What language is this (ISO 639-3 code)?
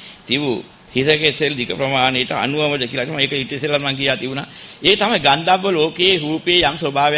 sin